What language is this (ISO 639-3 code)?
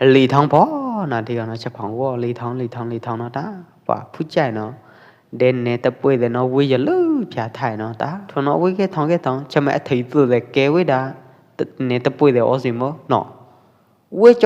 kjp